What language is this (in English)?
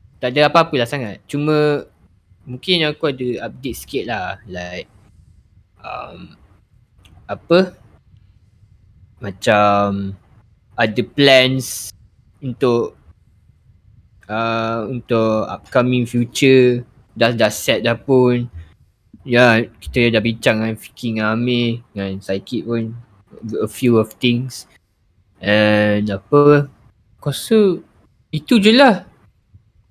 Malay